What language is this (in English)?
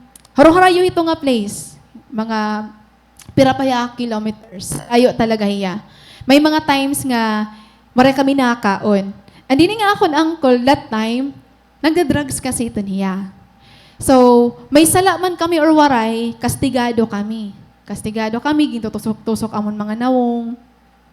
Waray